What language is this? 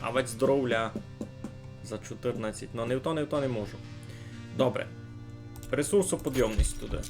Rusyn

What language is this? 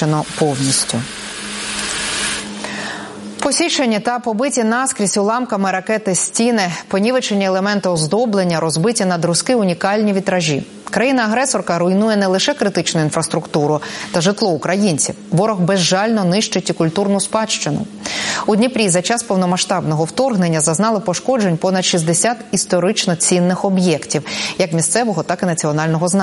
Ukrainian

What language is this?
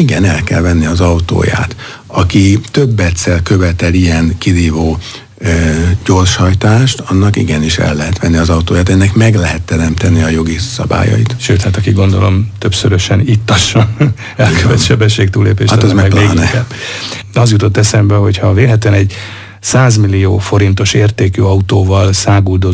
Hungarian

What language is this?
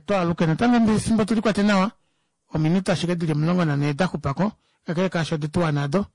Kuanyama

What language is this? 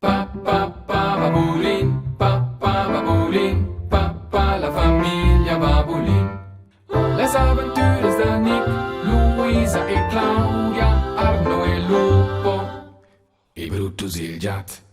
Romansh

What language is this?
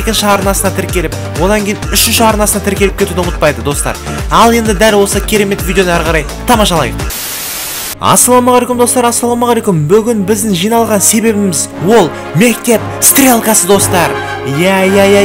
Kazakh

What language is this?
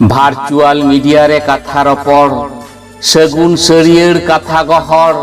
Santali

